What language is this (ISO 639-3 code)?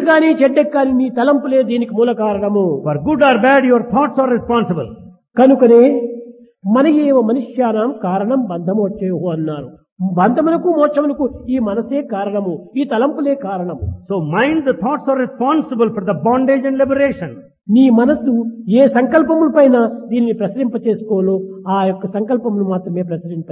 tel